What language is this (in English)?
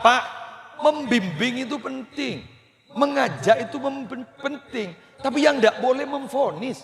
Madurese